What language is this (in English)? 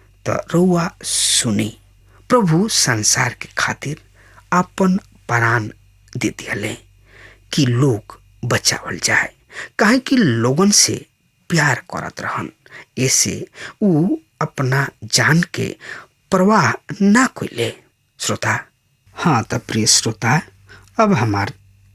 Bhojpuri